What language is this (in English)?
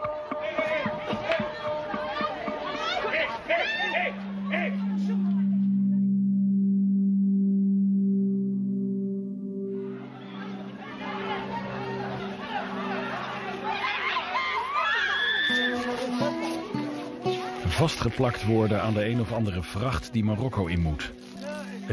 Dutch